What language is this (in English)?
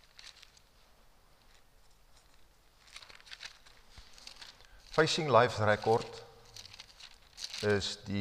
Afrikaans